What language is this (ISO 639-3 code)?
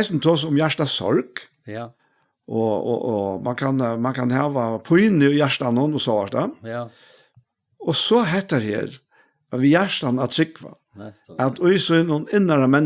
fao